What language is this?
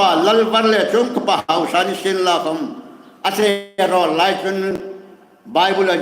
Hmar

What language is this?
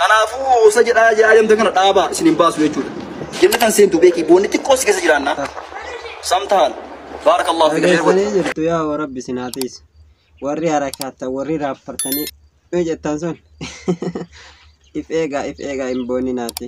Oromo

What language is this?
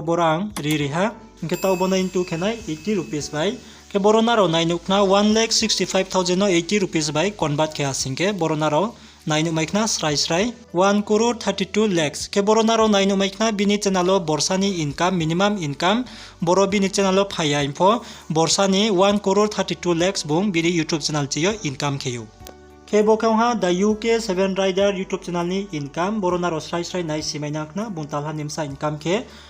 Riang (India)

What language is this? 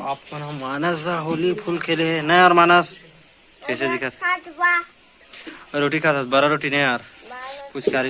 Chhattisgarhi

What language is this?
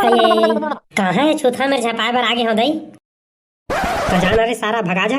Chhattisgarhi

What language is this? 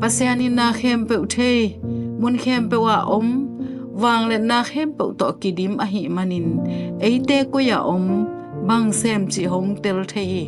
Tedim Chin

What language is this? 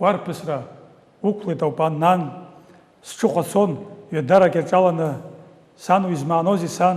Abkhazian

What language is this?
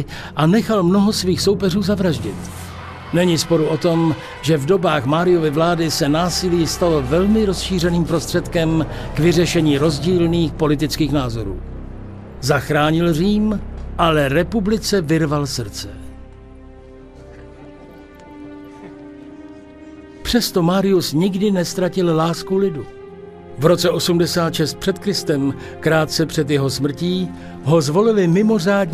Czech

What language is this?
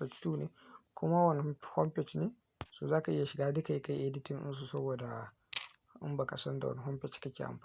Hausa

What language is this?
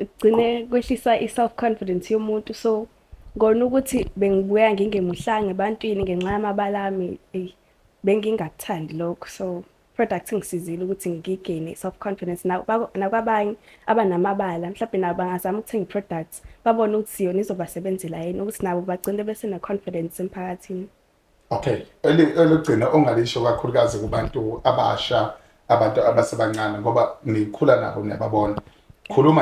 Zulu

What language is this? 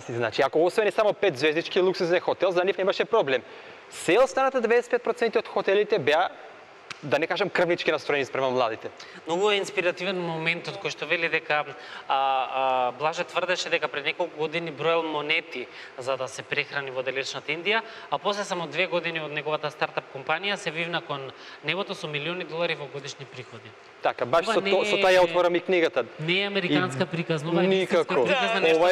Macedonian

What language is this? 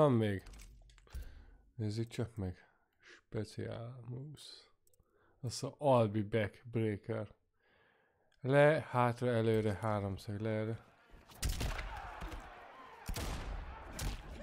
Hungarian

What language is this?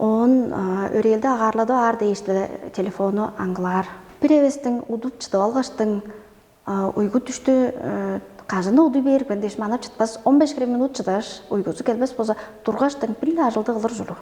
Tuvinian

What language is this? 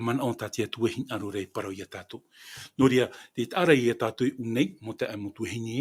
Tahitian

